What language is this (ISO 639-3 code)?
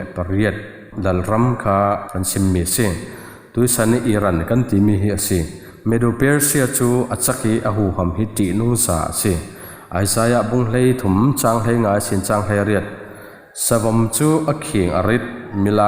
cfm